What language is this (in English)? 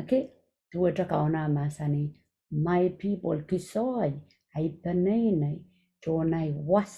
Pohnpeian